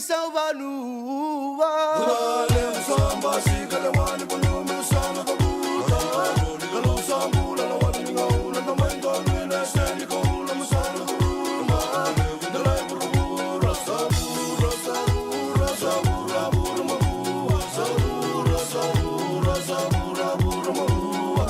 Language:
Fijian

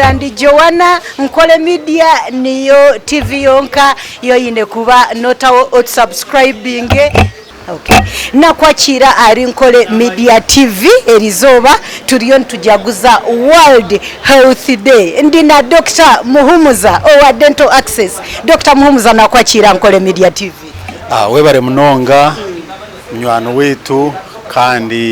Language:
Nyankole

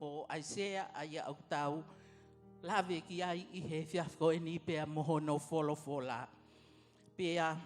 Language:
Tongan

